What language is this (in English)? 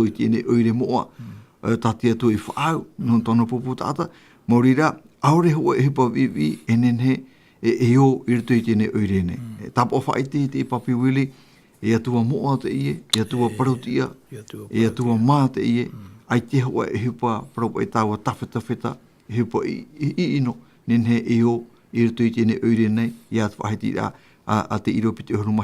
Tahitian